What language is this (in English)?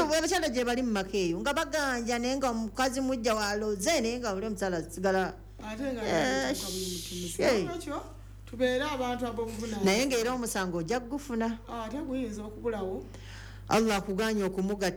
Ganda